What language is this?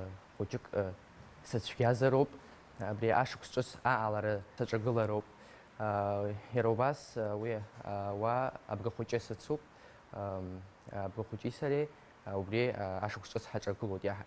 Abkhazian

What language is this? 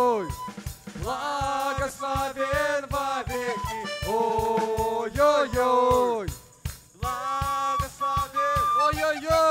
Russian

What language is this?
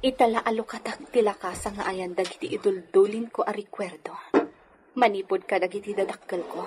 Iloko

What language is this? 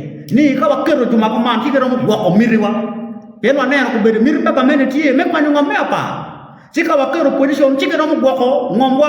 Acoli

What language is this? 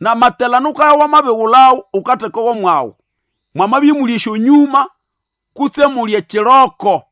Nande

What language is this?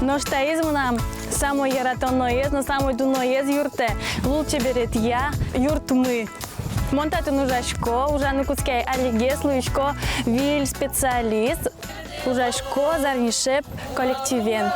Udmurt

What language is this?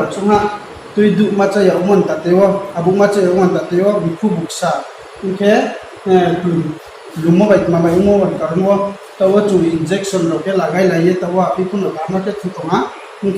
Riang (India)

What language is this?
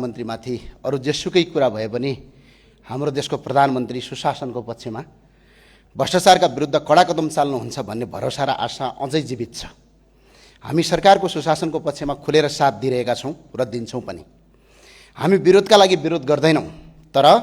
Nepali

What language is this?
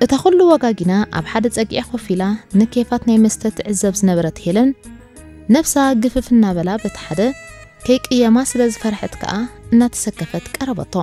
Tigrinya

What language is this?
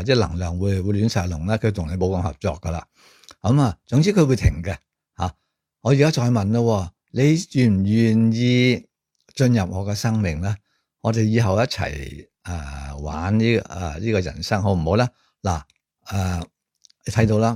Cantonese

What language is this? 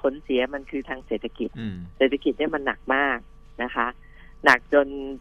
Thai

